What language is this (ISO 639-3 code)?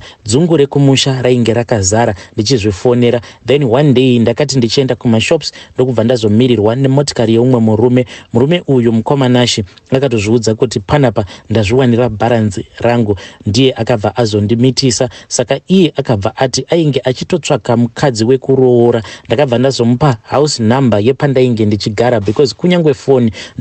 sna